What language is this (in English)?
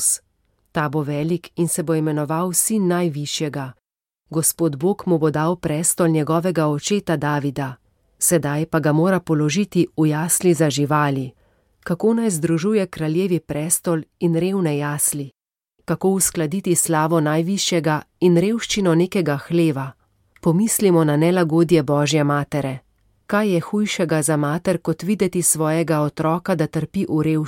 Slovenian